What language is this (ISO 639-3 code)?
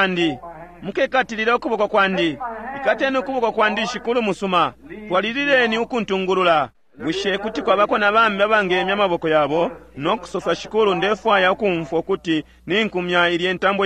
bem